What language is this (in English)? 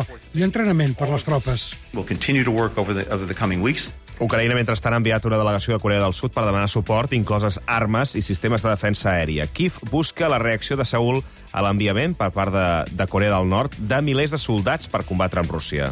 Catalan